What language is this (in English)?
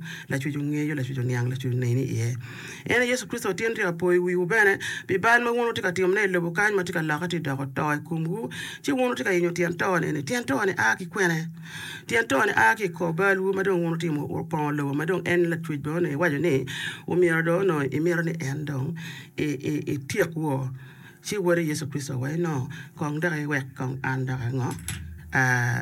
Acoli